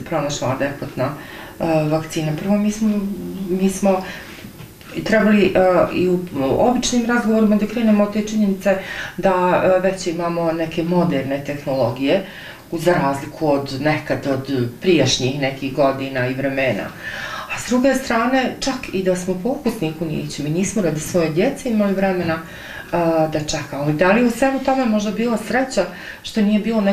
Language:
Bosnian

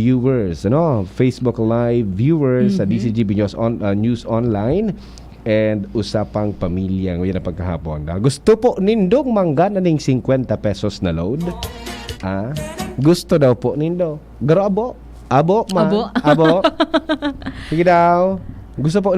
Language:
Bikol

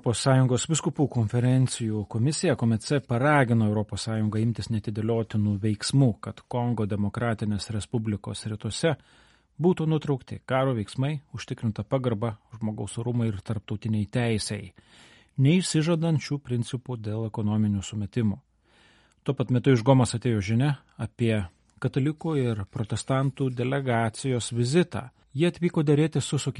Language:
Lithuanian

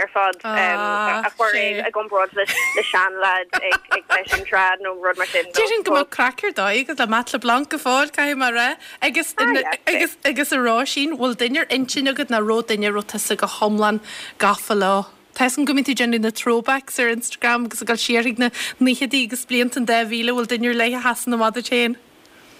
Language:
Irish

